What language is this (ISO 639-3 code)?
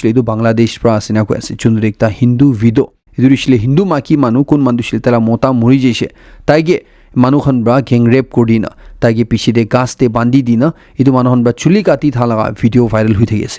nag